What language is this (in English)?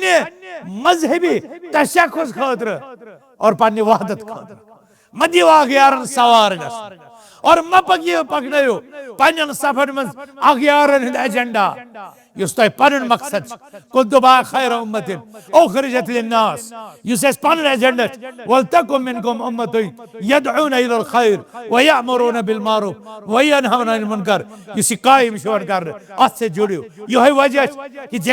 Kashmiri